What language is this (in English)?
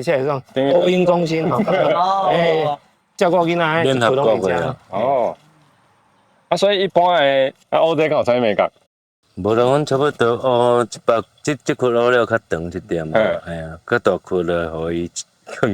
Min Nan Chinese